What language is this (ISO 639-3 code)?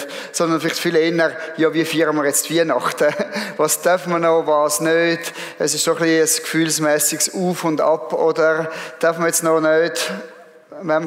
gsw